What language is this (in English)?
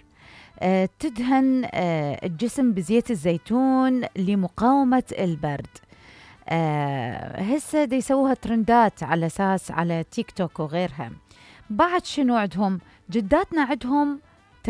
Mesopotamian Arabic